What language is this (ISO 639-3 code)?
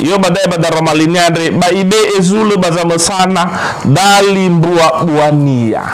nia